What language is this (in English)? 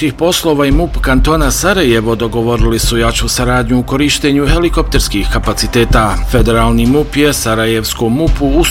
Bosnian